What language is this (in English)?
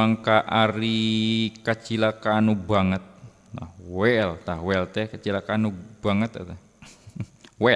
Sundanese